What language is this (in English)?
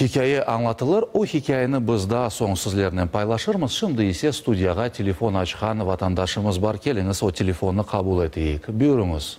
Crimean Tatar